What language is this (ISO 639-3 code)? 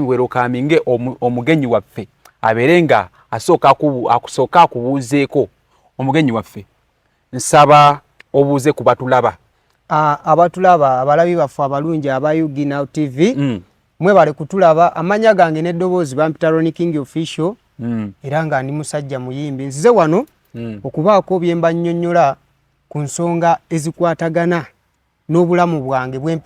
lug